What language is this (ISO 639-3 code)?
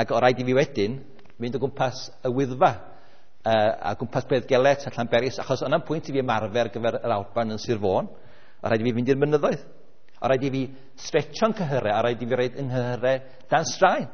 cym